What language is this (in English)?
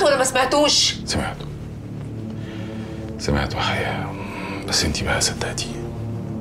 Egyptian Arabic